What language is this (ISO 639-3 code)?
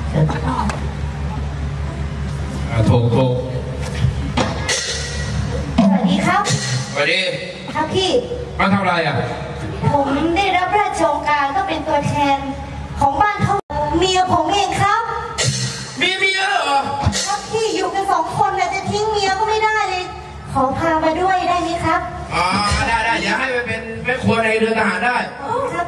tha